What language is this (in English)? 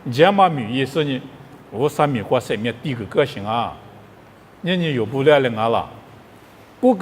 Lisu